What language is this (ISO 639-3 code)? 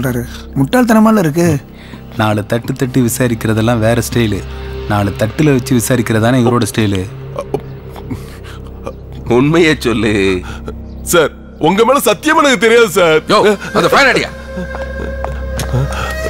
tam